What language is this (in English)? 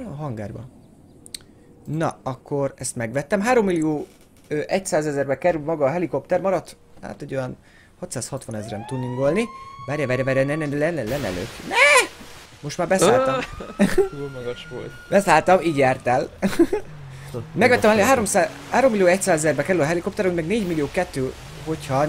Hungarian